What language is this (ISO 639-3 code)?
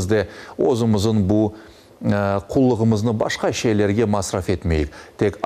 crh